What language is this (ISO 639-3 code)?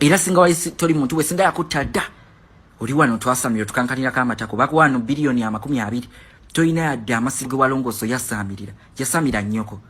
lug